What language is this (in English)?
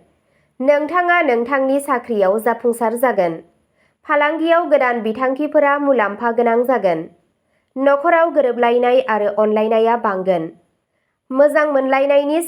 Bodo